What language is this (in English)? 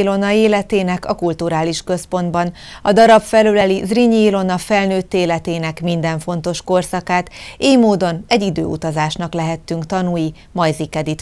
Hungarian